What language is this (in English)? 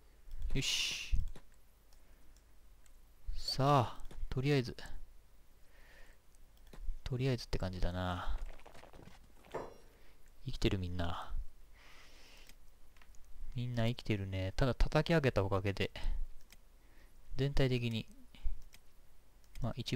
Japanese